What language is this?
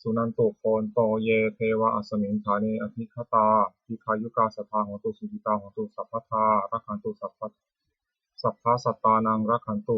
Pali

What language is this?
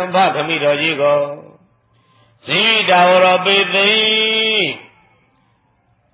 Burmese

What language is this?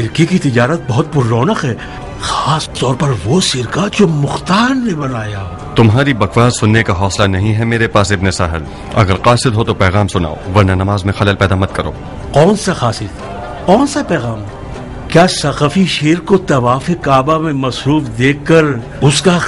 Urdu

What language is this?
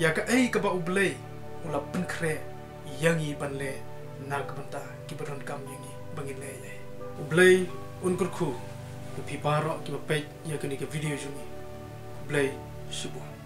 Khasi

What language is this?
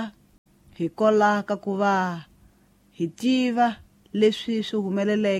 Tsonga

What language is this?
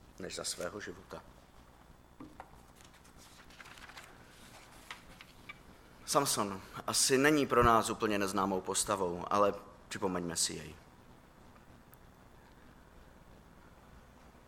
Czech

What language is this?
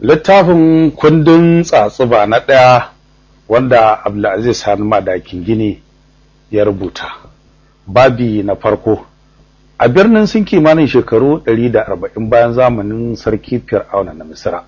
Hausa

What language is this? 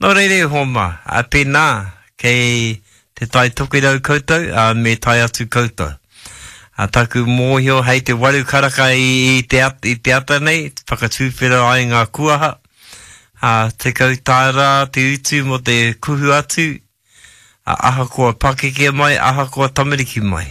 Māori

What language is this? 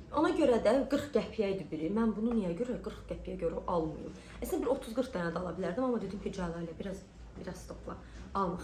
Azerbaijani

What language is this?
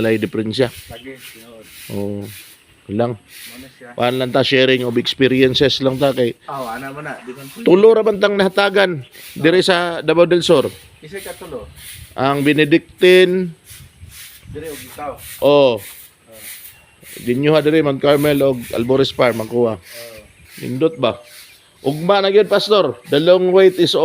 Cebuano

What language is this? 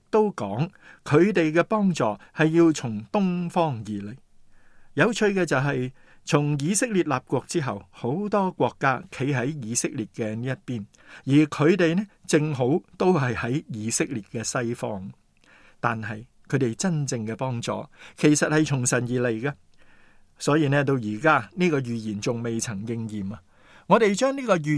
Cantonese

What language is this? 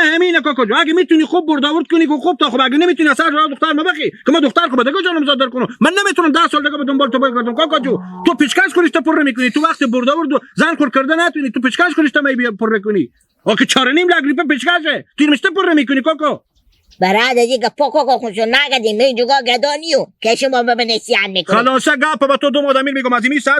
Hazaragi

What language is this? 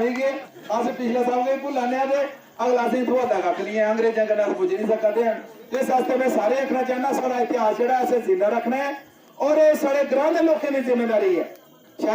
Dogri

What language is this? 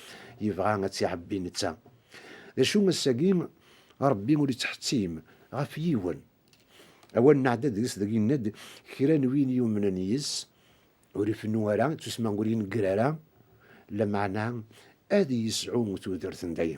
Kabyle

